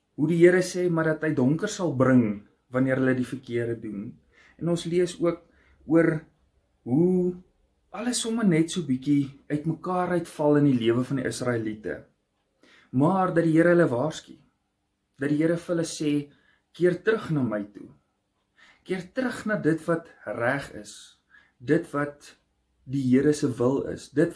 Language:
Afrikaans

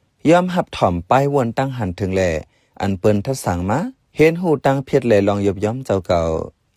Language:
Shan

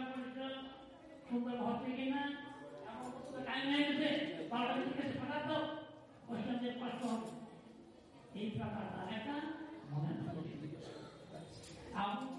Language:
Bangla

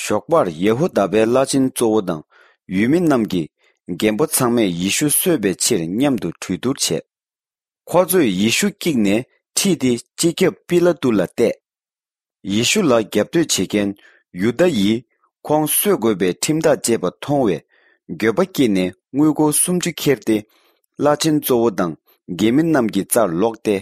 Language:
Tibetan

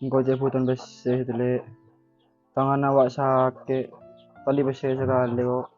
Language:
Madurese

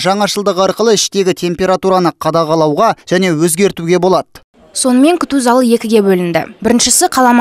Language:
Kazakh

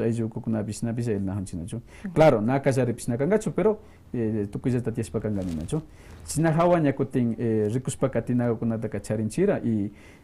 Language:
Quechua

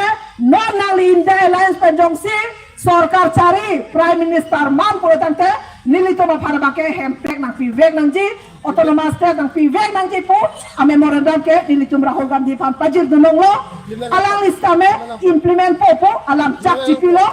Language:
Karbi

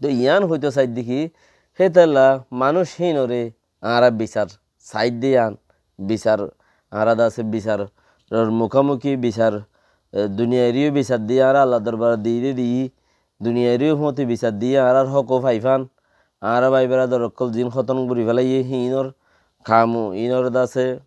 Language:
Rohingya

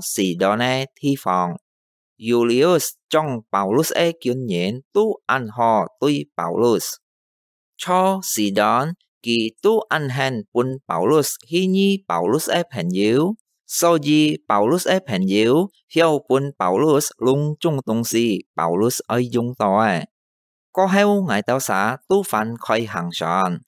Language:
Hakka Chinese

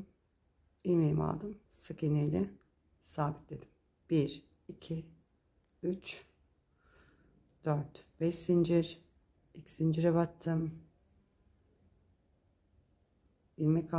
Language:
Turkish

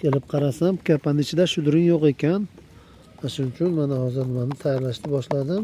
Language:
Uzbek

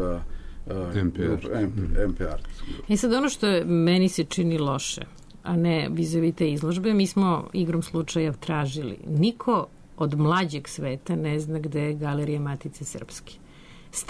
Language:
Serbian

